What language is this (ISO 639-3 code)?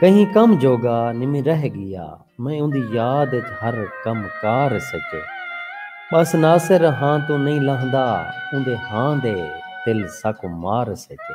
skr